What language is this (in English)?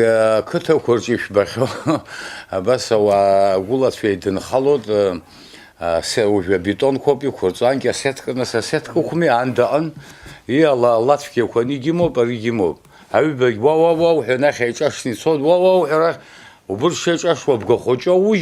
Abkhazian